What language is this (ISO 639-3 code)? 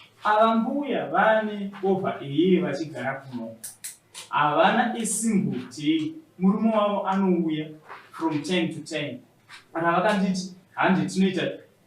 sna